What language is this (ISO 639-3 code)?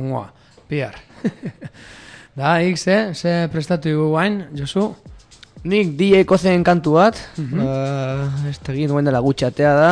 eus